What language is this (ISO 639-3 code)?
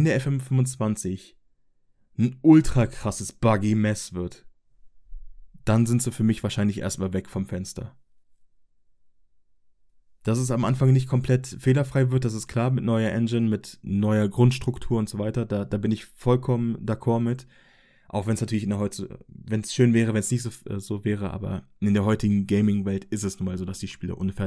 deu